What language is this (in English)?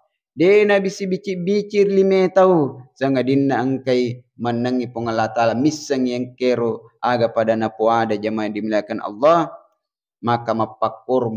Buginese